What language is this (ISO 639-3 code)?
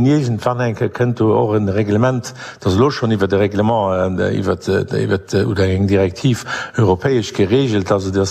ltz